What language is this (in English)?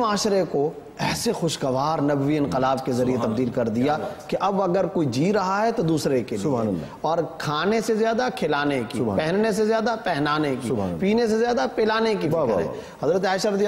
Urdu